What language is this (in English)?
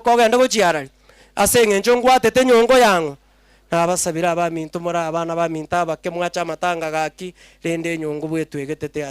Gusii